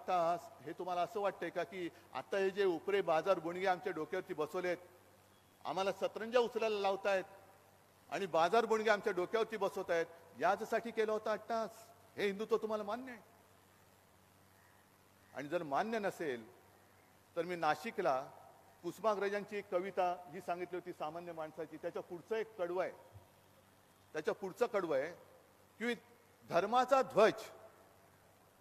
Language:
Marathi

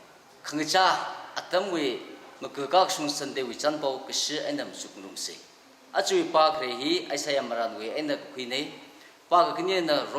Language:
Tangkhul Naga (India)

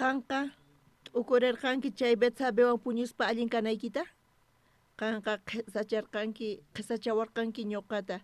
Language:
South Bolivian Quechua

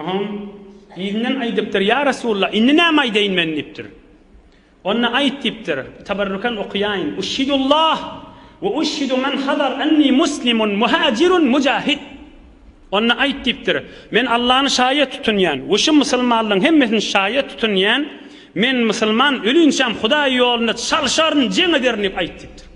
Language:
Turkmen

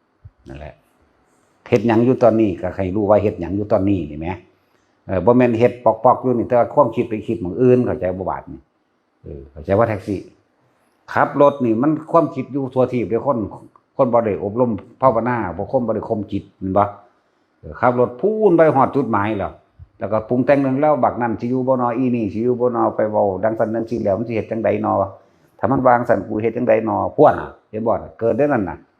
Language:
Northeastern Thai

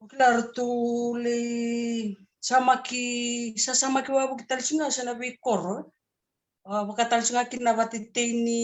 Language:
Fijian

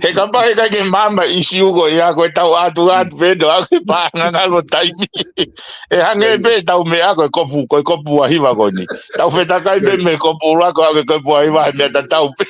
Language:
Tongan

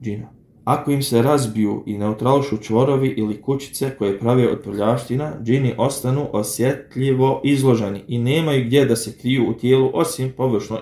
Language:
Bosnian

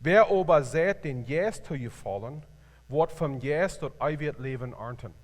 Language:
Plautdietsch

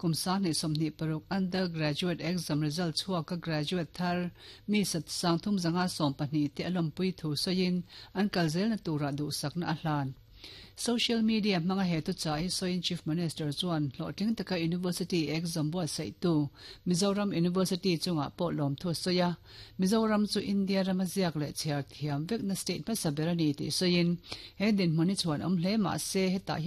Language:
Mizo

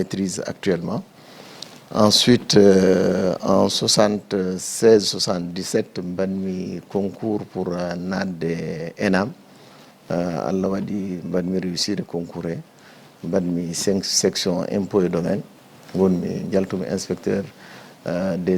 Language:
Fula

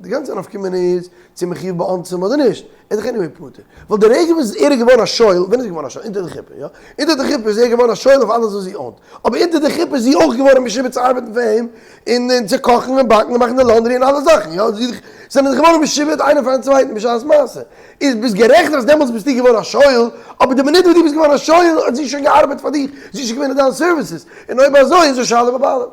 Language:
Yiddish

